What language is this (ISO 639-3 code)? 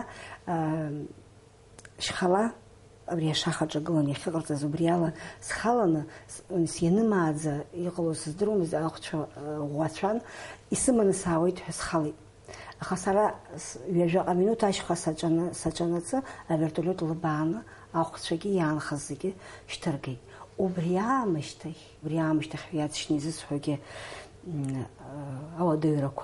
abk